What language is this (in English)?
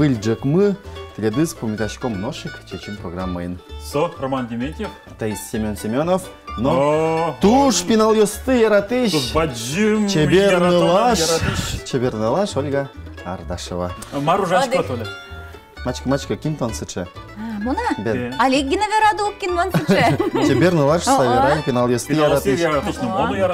Udmurt